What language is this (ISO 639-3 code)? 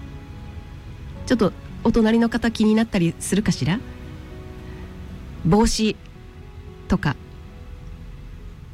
jpn